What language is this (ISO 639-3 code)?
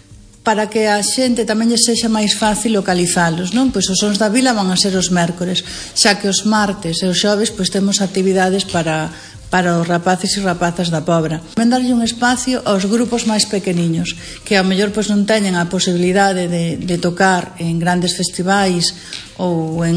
glg